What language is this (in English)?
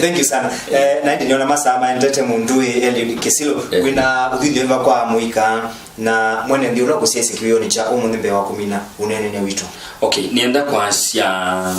Kamba